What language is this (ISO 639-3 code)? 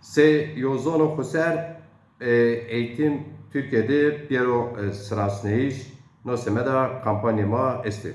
zza